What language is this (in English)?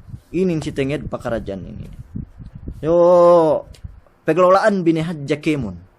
Yakan